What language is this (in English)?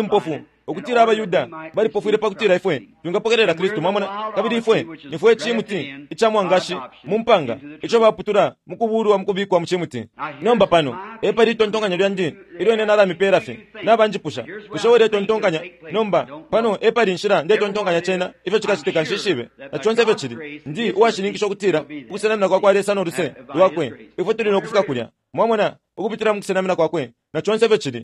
Bemba